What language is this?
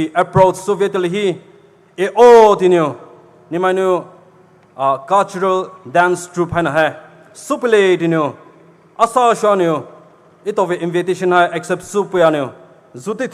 Poumei Naga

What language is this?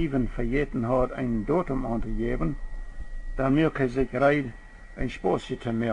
Plautdietsch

